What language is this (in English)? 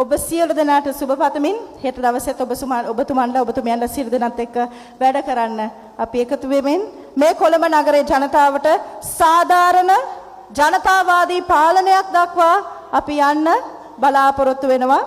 Sinhala